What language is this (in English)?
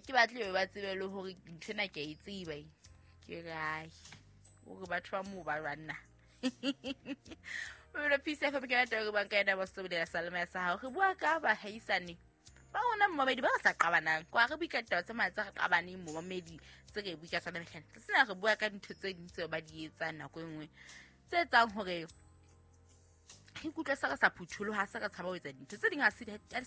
Southern Sotho